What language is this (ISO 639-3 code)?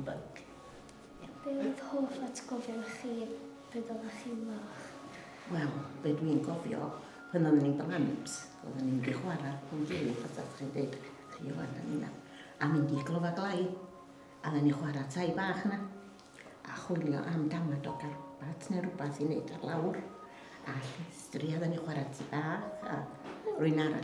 cym